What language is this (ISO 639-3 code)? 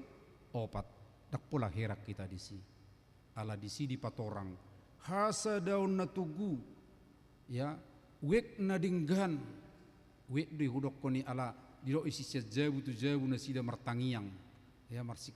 bbc